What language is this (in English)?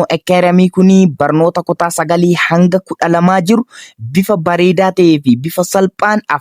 Oromo